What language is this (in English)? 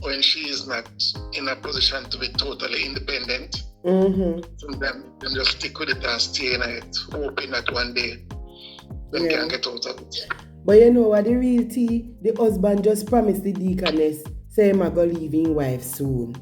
Jamaican Creole English